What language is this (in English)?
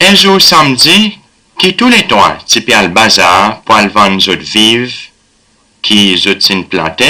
Seselwa Creole French